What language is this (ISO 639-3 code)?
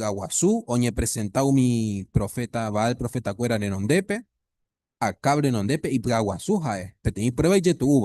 grn